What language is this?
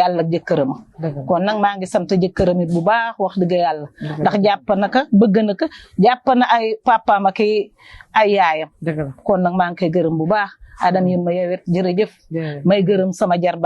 Wolof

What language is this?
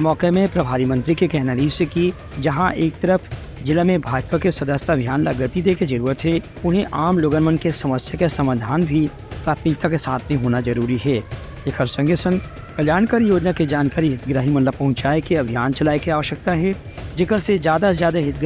Chhattisgarhi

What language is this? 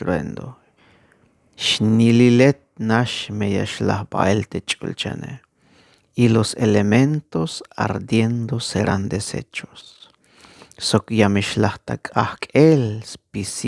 Tzeltal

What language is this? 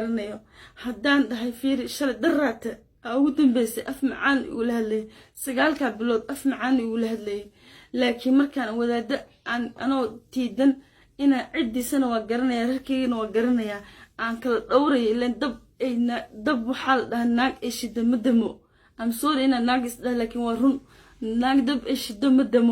Somali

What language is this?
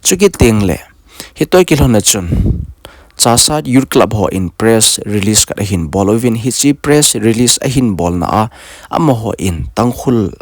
Thado Chin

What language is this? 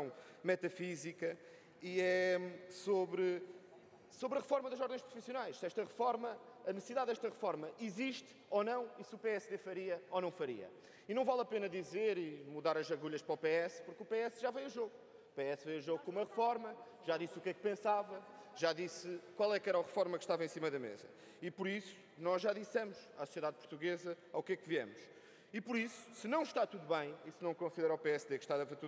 Portuguese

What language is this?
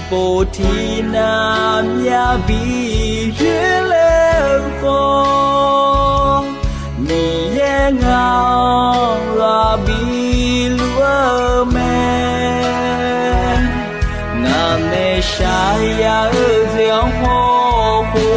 Akha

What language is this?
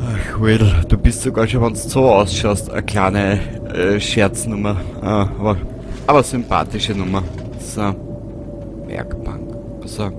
Bavarian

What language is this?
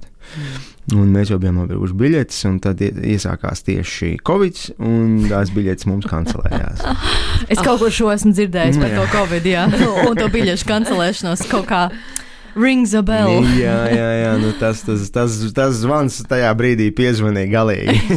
Latvian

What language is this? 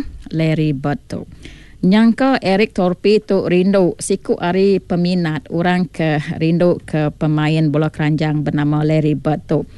Iban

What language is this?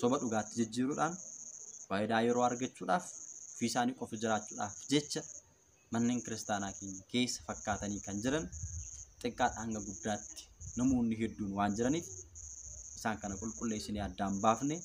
Oromo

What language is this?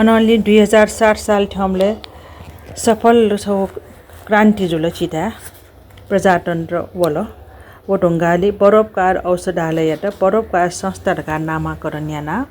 Newari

